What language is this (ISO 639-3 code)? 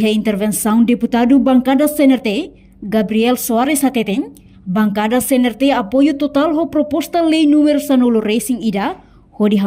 tet